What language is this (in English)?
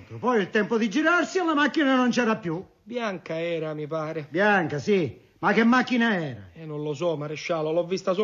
Italian